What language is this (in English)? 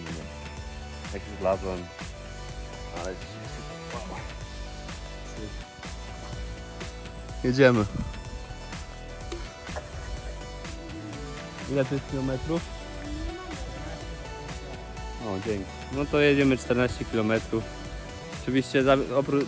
Polish